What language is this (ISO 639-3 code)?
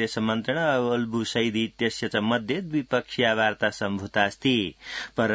san